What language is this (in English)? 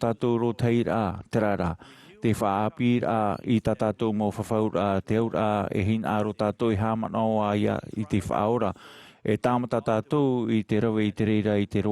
Tahitian